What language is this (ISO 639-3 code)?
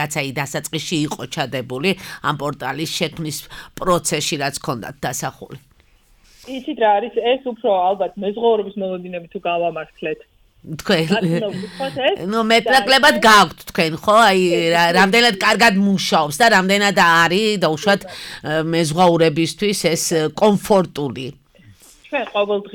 kat